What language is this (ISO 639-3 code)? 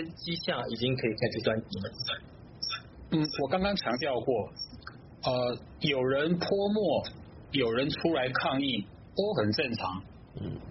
zho